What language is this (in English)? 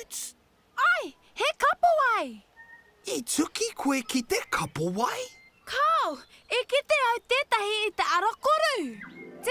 Māori